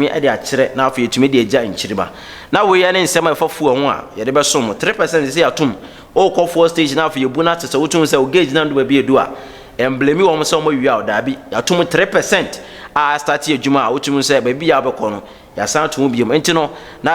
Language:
Akan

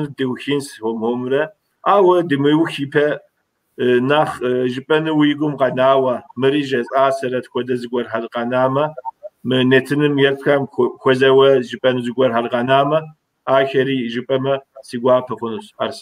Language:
Kabardian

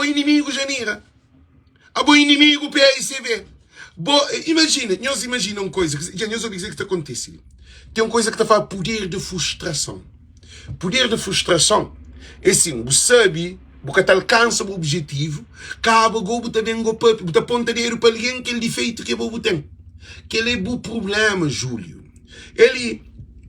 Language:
Kabuverdianu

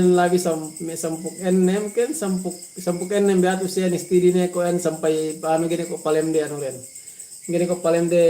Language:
Yakan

